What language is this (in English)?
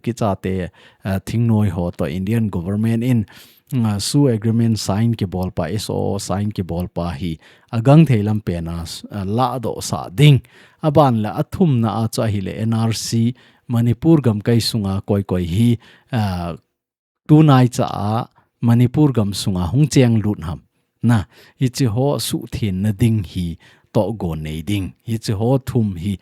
Thado Chin